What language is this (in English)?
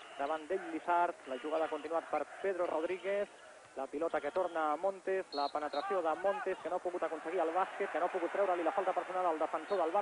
Catalan